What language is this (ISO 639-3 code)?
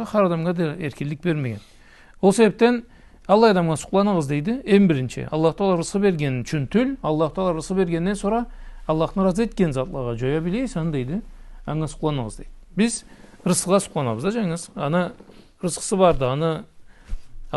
krc